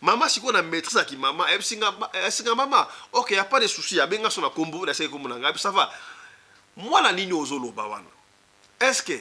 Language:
Lingala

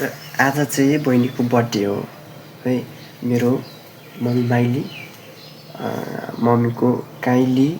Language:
Nepali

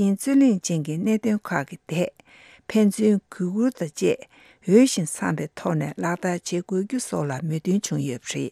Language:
Tibetan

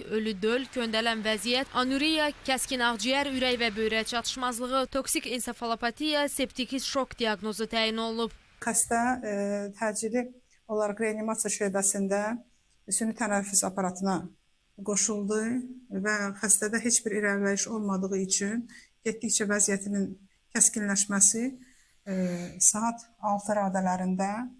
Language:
Azerbaijani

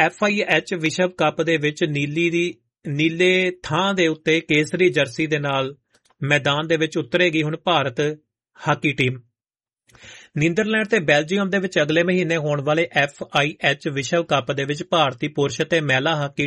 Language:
Punjabi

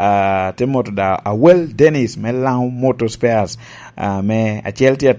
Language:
Lango (Uganda)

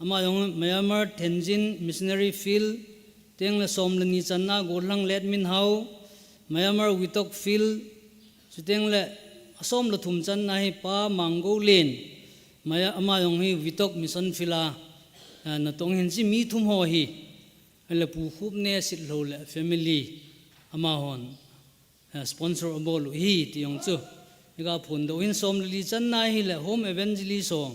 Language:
Thado Chin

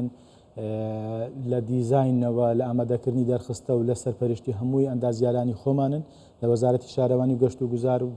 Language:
Central Kurdish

